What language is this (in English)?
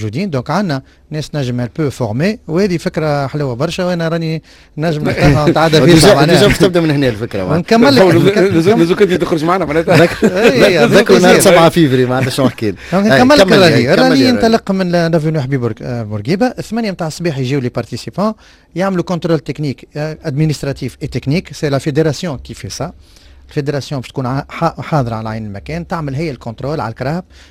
Tunisian Arabic